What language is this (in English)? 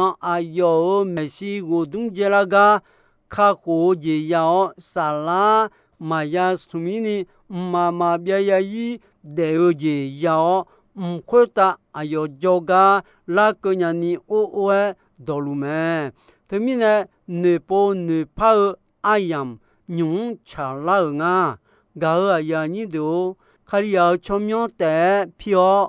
Akha